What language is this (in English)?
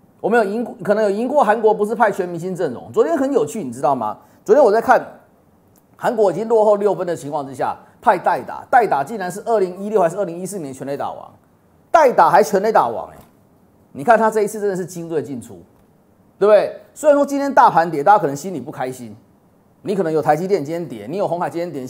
Chinese